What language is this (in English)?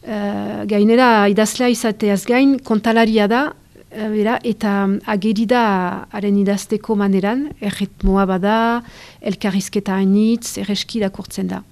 Basque